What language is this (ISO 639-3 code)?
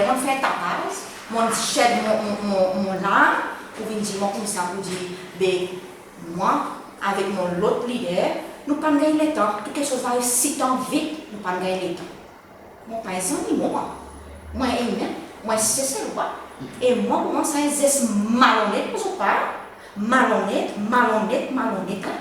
crs